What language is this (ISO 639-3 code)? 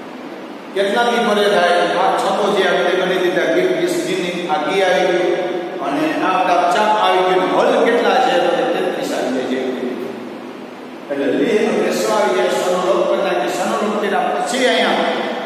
guj